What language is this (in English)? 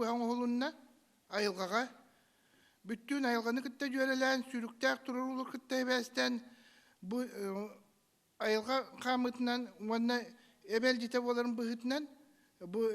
Yakut